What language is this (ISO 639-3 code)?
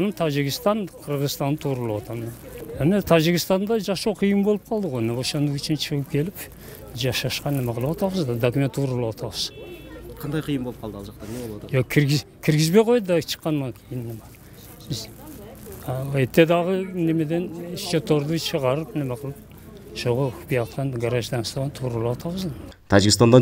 kir